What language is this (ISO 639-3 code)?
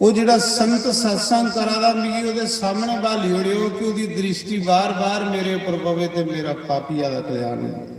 doi